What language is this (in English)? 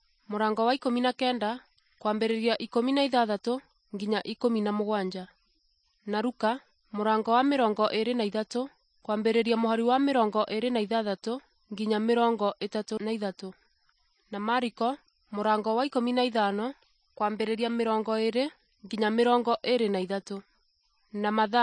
Kikuyu